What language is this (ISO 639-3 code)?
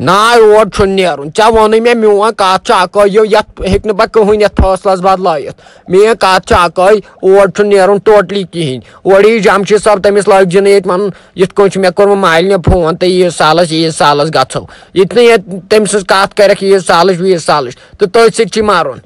kas